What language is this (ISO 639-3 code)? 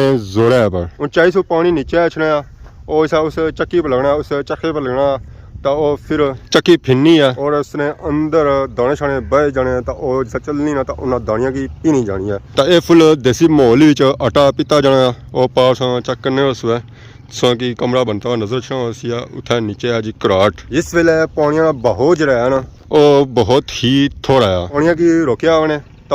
phr